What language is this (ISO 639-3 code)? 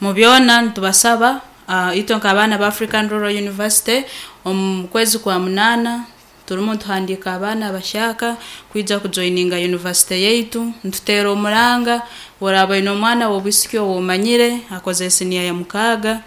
nyn